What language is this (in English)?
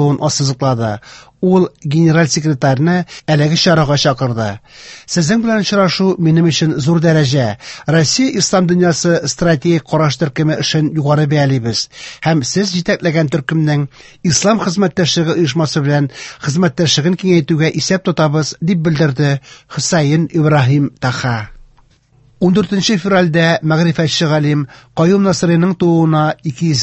Tatar